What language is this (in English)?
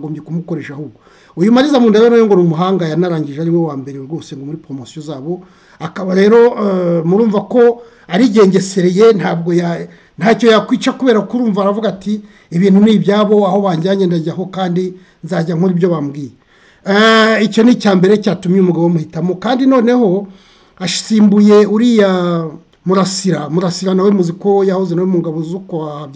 Kinyarwanda